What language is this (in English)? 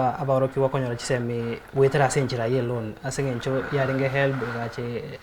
Gusii